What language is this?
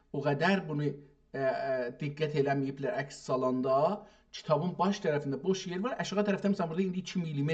South Azerbaijani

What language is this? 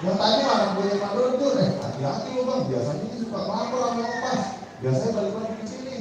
Betawi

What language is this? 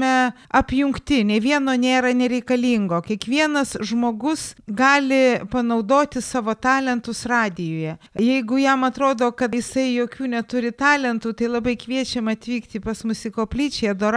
Lithuanian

